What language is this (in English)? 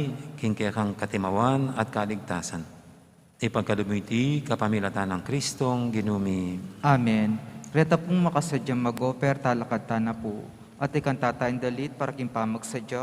Pampanga